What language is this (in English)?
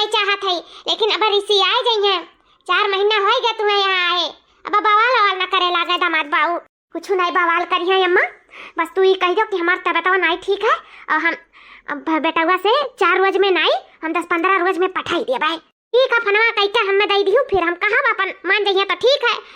Awadhi